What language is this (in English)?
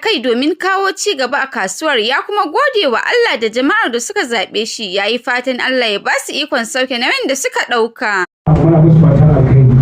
Hausa